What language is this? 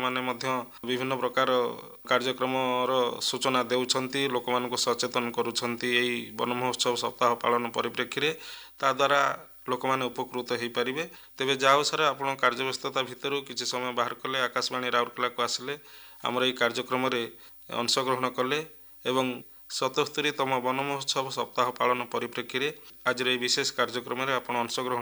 Odia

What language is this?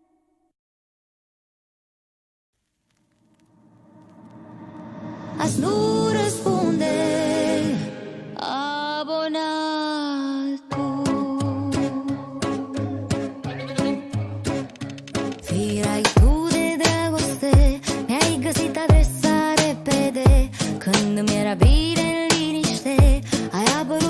Romanian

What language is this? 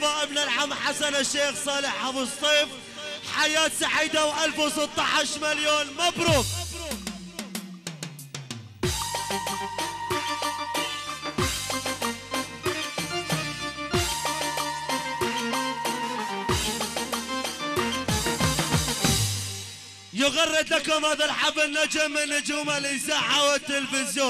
Arabic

